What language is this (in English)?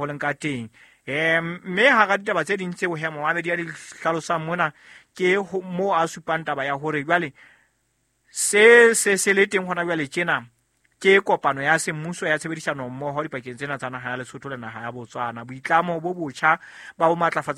Southern Sotho